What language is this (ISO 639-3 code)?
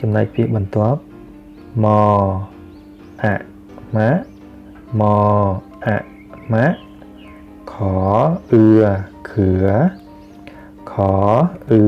khm